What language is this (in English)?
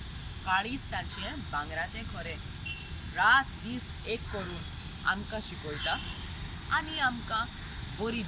Konkani